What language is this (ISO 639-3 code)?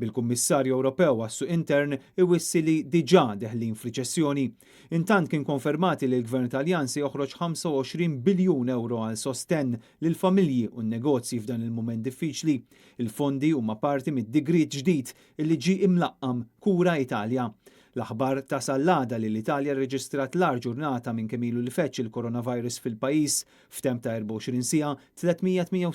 mlt